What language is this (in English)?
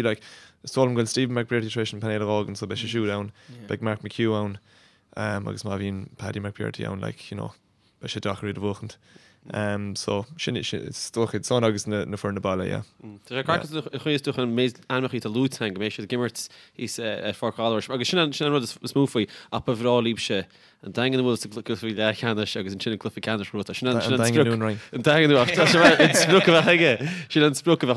Irish